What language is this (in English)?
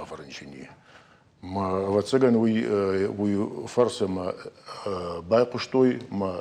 Ossetic